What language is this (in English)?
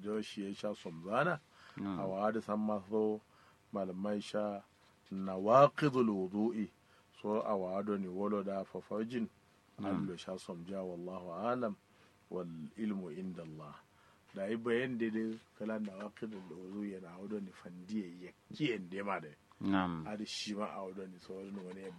Kanuri